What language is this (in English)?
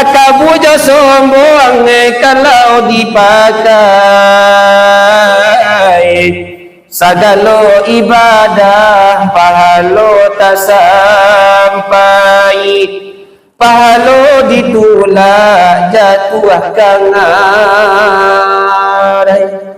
Minangkabau